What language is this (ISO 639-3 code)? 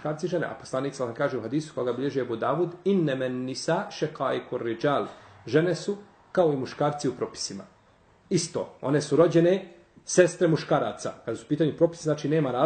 bos